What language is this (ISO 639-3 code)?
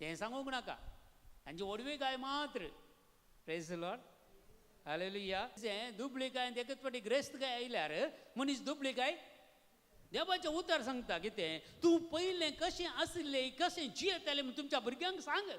kok